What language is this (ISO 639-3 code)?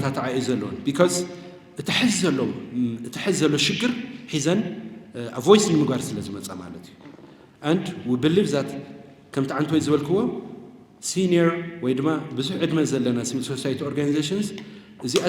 tir